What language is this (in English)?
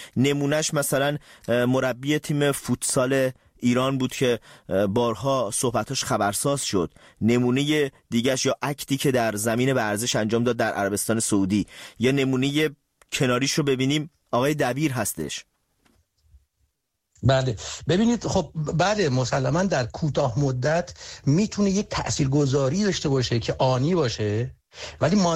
Persian